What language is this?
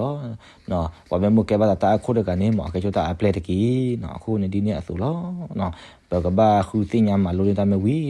S'gaw Karen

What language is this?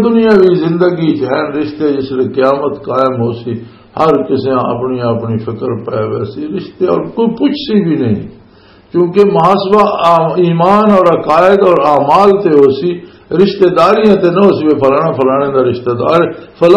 Western Panjabi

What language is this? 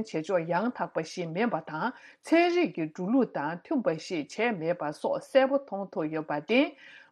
Tibetan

